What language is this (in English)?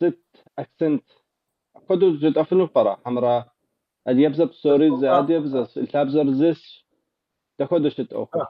Kabardian